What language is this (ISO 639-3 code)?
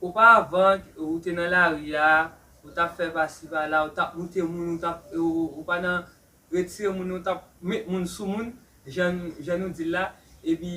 hat